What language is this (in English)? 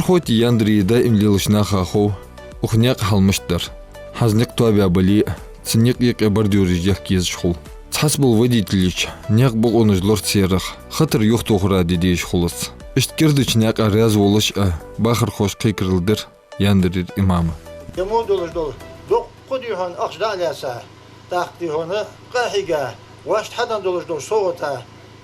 Ingush